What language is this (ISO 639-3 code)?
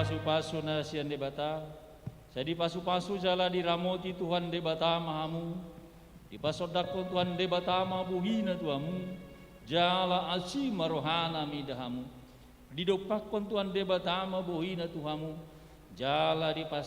bbc